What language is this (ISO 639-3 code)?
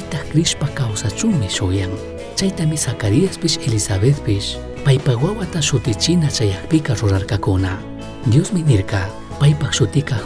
qug